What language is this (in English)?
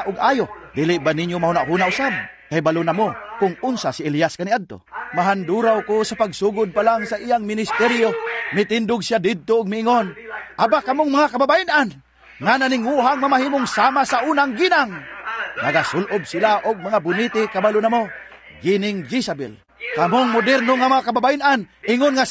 Cebuano